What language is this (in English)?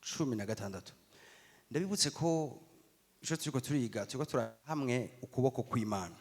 Rundi